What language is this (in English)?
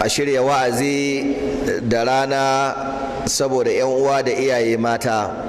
Hausa